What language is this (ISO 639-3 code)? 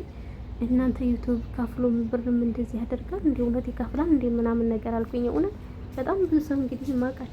amh